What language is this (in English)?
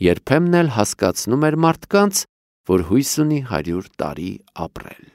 Armenian